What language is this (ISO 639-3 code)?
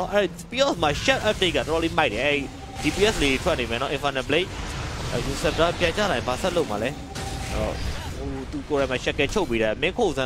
mya